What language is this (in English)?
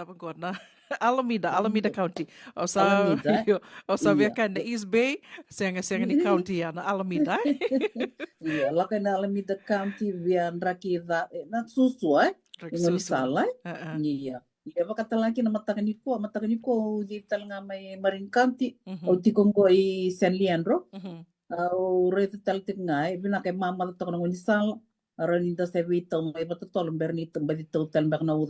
Fijian